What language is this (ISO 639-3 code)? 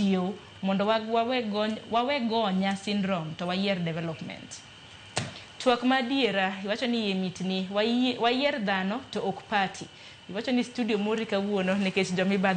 luo